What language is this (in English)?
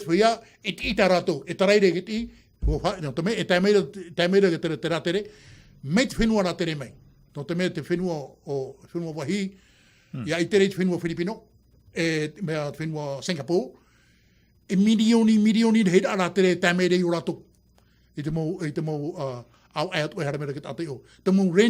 Tahitian